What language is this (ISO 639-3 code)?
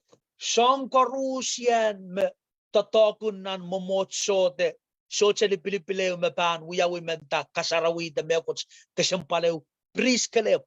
pon